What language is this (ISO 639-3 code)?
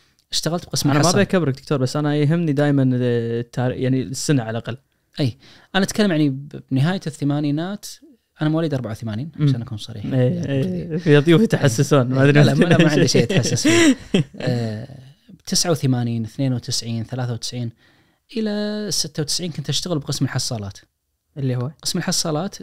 ars